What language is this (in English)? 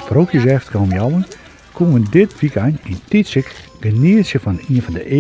Western Frisian